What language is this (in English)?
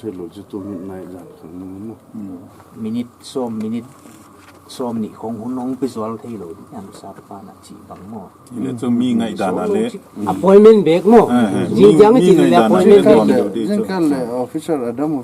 Paite Chin